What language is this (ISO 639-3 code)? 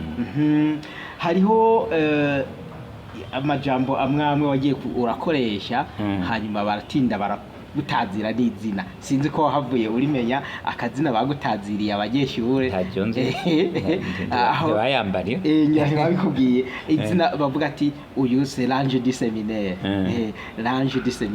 run